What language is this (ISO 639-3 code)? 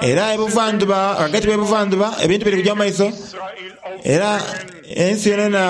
xog